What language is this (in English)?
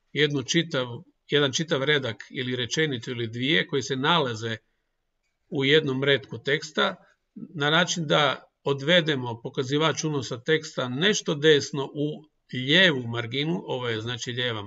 Croatian